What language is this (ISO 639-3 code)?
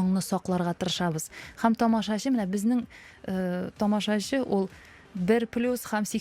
tat